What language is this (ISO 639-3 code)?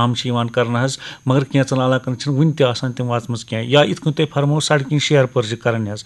kas